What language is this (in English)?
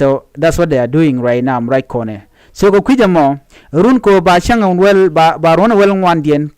Nuer